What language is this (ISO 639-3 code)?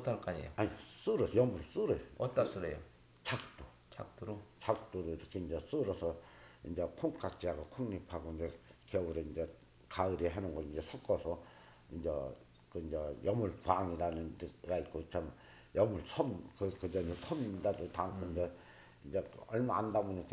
kor